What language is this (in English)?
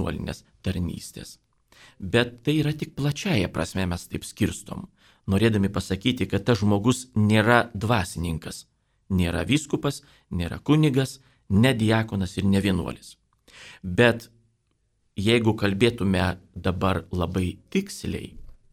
Lithuanian